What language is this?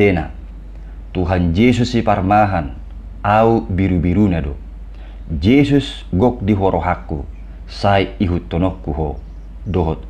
Batak Toba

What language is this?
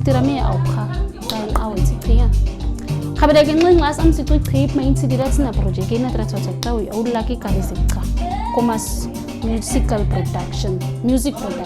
Nama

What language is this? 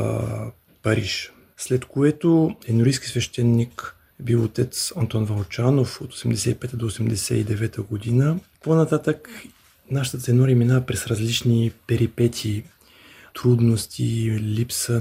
Bulgarian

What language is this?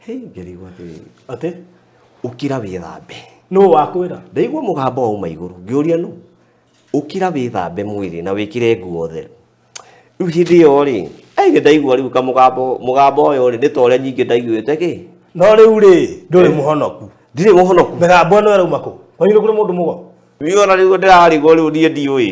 Kikuyu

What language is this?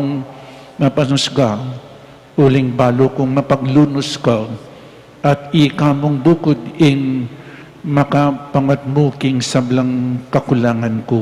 Pampanga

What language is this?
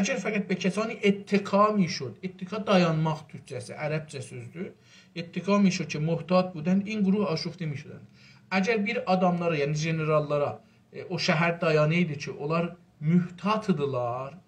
South Azerbaijani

